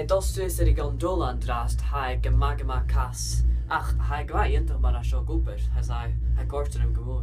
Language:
Scottish Gaelic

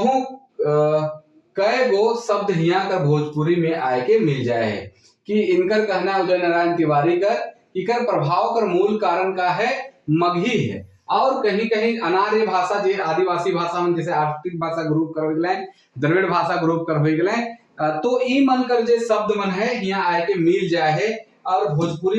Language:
Sadri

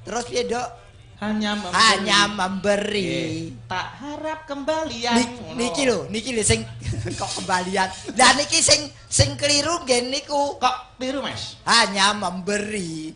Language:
Javanese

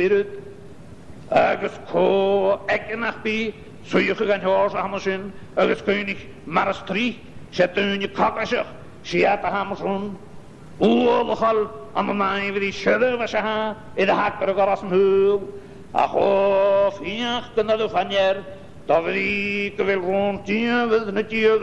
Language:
Scottish Gaelic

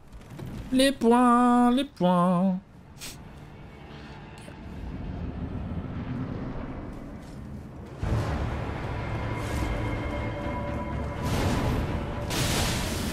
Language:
French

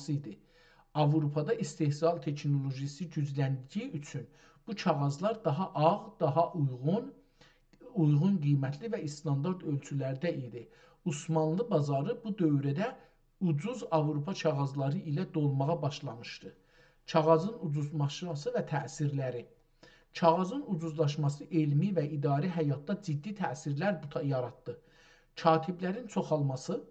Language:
South Azerbaijani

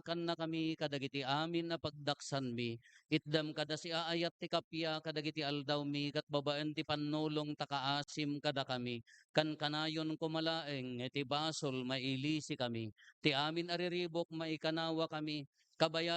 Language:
Iloko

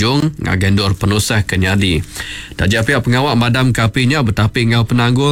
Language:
Iban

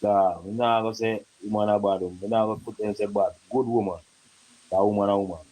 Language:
Jamaican Creole English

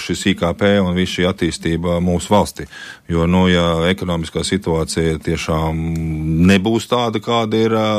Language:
Latvian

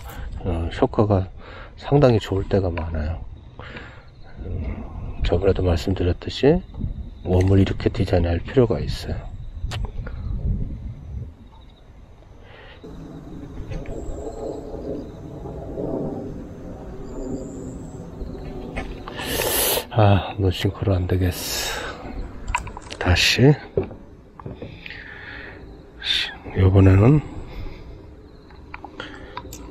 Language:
Korean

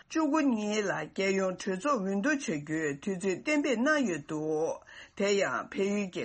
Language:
Tibetan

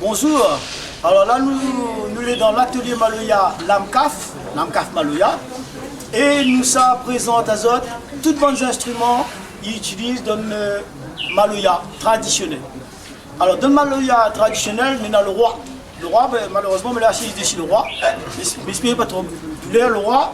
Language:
Réunion Creole French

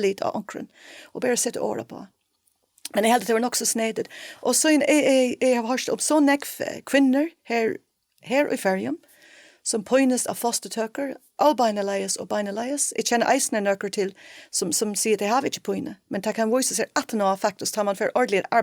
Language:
Faroese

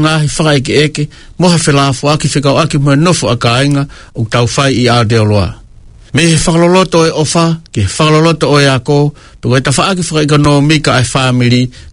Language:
Tongan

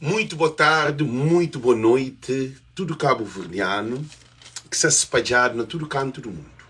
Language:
Kabuverdianu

